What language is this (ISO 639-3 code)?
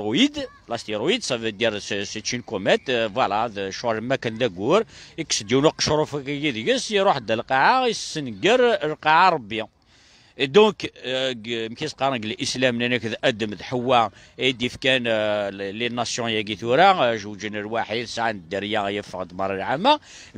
kab